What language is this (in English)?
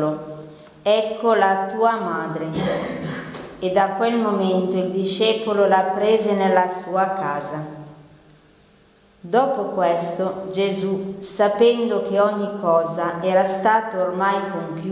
Italian